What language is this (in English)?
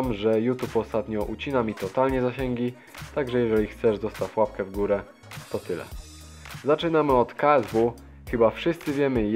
Polish